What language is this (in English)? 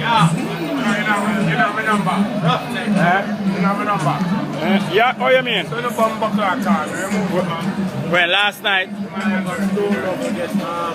Jamaican Creole English